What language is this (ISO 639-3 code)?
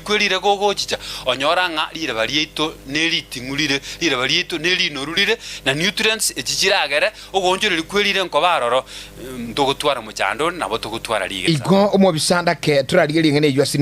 guz